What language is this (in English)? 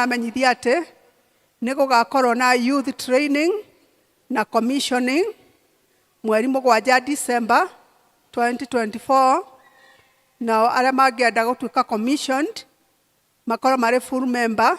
Kikuyu